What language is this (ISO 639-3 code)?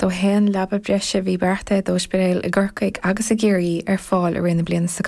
gle